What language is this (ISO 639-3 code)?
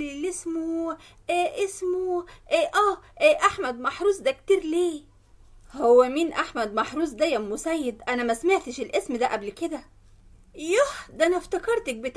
arz